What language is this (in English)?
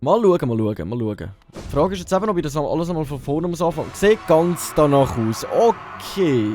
Swiss German